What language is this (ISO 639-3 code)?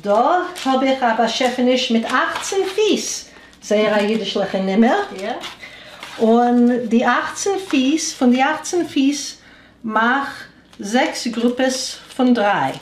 yid